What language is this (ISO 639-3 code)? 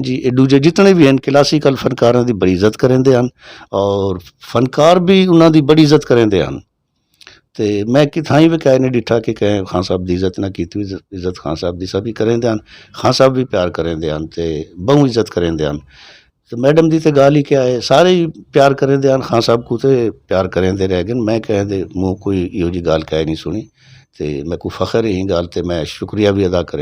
skr